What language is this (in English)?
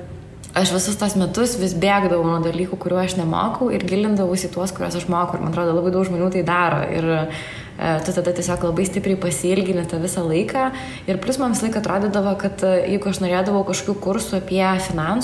Lithuanian